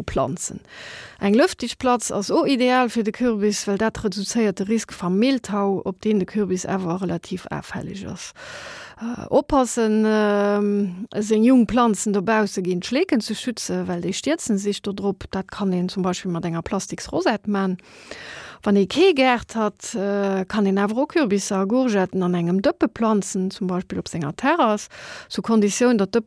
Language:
Luxembourgish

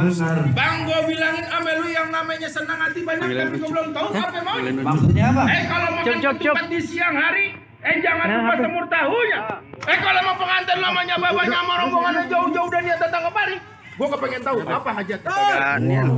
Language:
Betawi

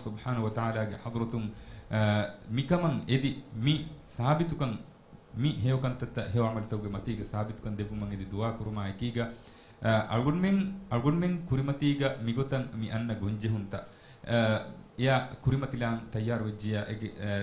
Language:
Divehi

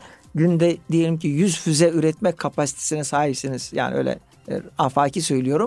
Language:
Turkish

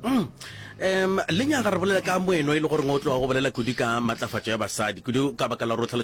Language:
Northern Sotho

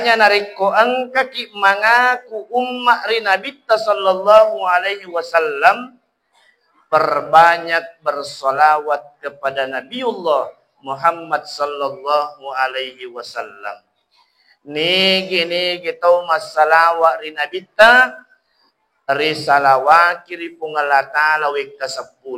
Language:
Buginese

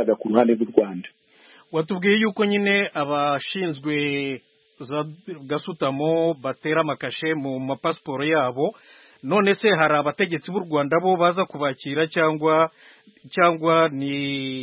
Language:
Kinyarwanda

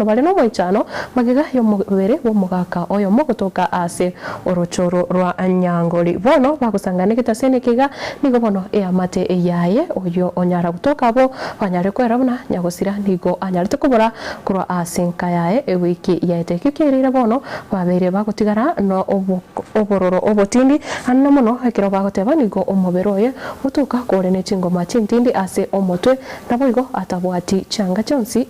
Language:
Gusii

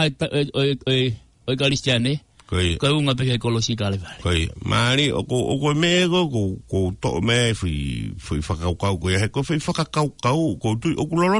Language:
Tongan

